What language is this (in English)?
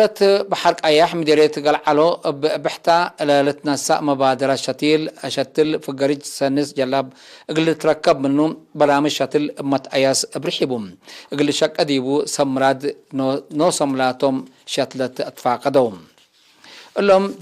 Tigre